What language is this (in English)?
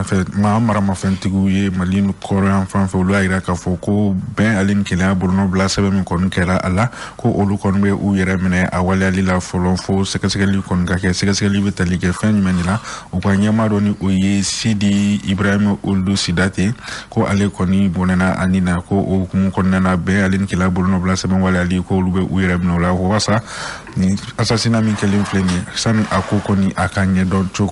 Bambara